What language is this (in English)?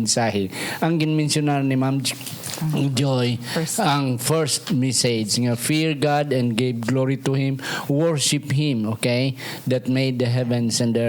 Hiligaynon